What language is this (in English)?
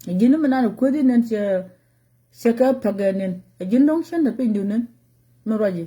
Nuer